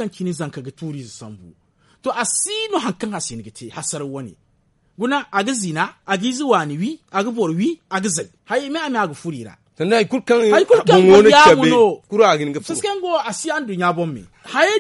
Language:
Zarma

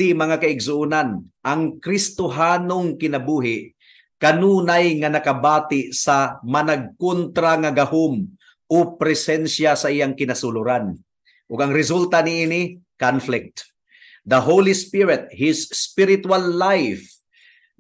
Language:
Cebuano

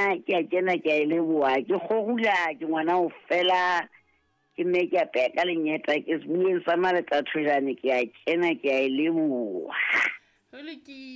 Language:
Southern Sotho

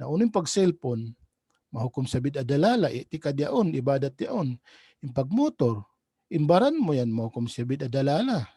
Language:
Tausug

